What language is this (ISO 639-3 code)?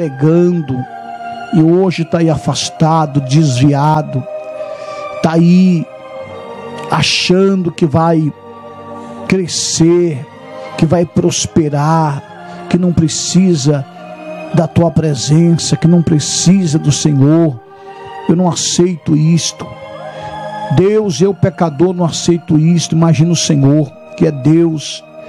por